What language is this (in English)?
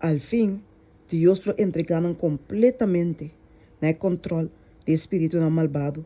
Papiamento